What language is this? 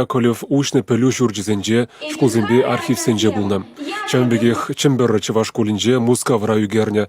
Chuvash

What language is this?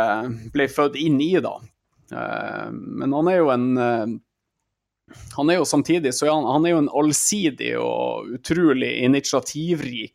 Norwegian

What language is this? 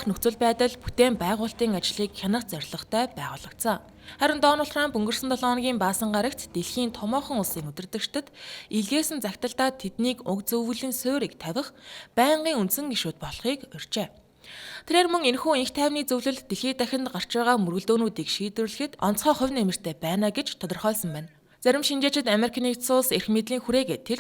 Mongolian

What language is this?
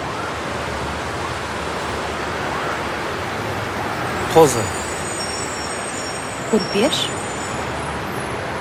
Kazakh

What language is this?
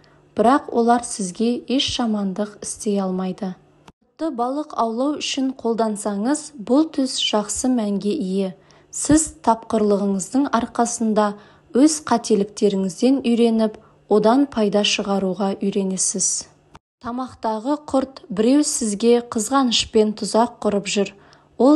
Kazakh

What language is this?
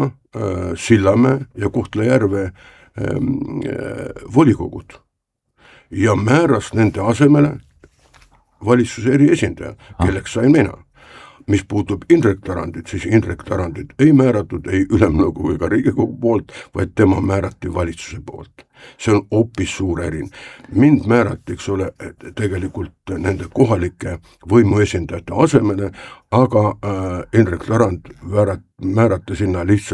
Estonian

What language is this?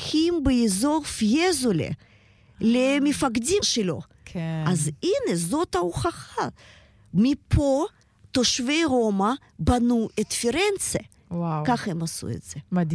Hebrew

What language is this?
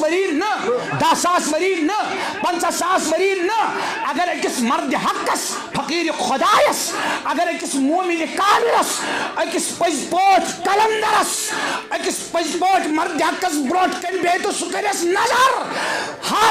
Kashmiri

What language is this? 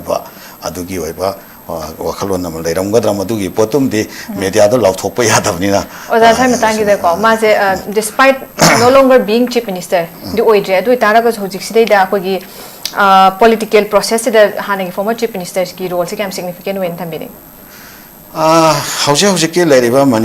Manipuri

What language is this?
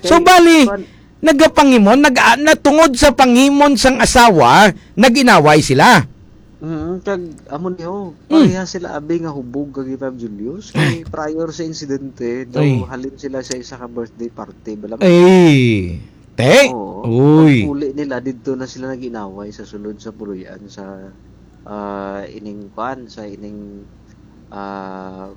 Hiligaynon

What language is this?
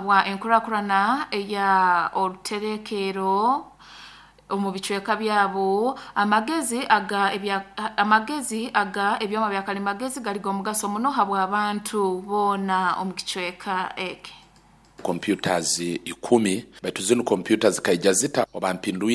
Nyoro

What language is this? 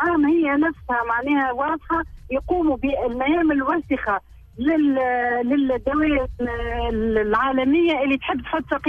Tunisian Arabic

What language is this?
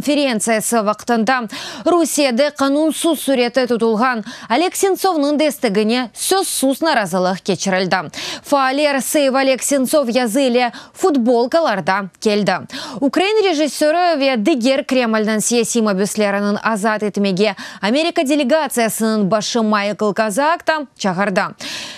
Crimean Tatar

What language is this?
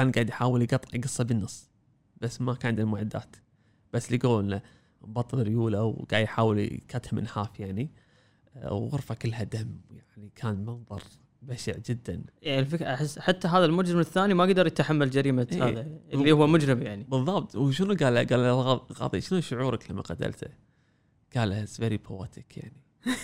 Gulf Arabic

